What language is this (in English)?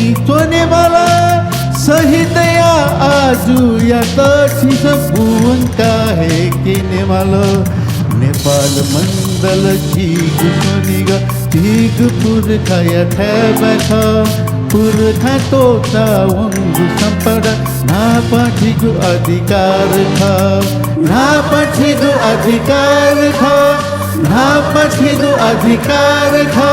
Newari